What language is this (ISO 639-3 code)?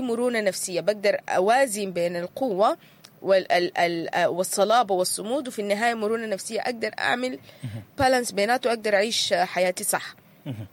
apd